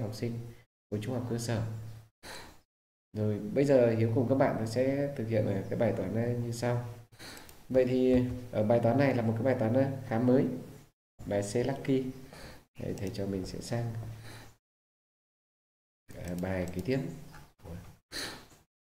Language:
Vietnamese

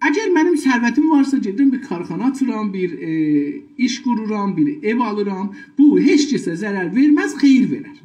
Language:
South Azerbaijani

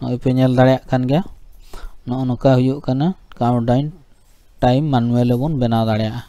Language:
Santali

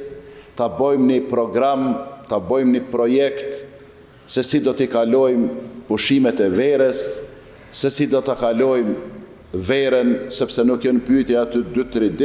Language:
Albanian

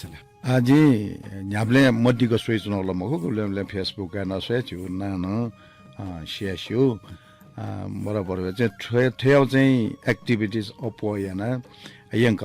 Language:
Newari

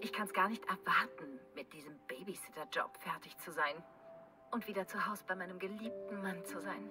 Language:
Bavarian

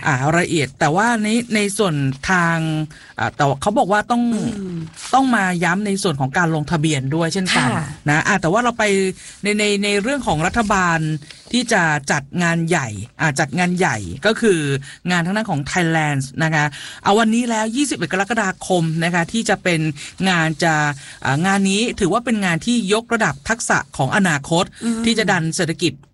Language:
Thai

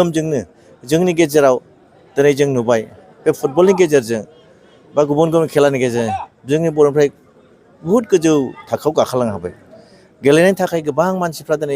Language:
Bodo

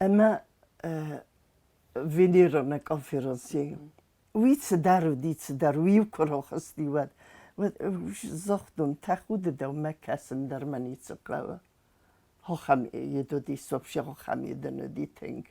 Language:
Ossetic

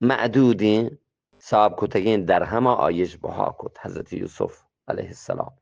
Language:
Eastern Balochi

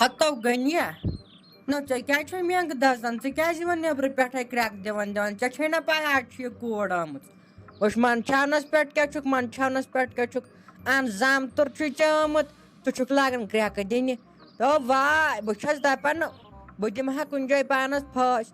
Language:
Kashmiri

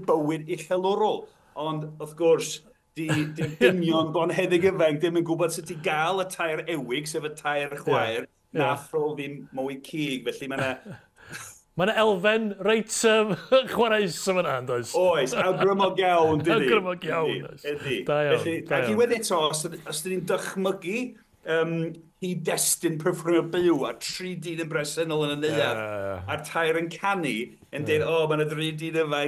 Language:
Welsh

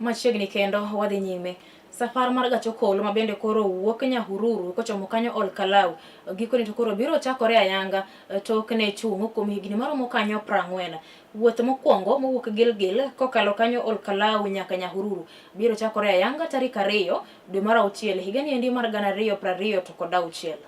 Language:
Luo (Kenya and Tanzania)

